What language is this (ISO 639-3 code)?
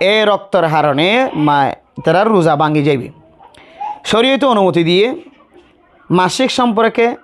rhg